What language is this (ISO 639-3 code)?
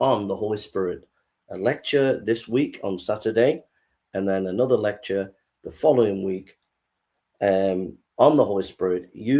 eng